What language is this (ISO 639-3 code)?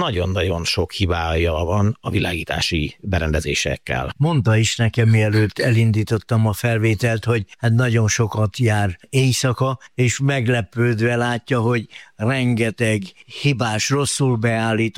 hun